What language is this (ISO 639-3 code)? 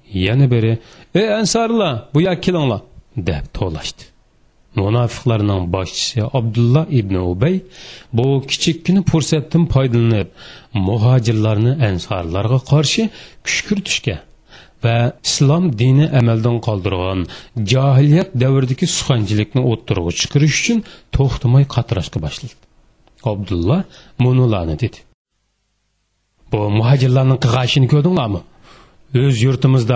uig